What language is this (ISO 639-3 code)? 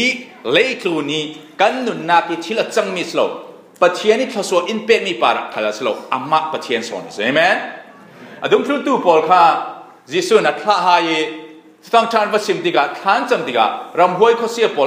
cfm